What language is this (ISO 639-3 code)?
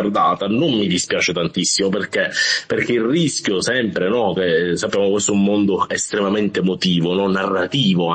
ita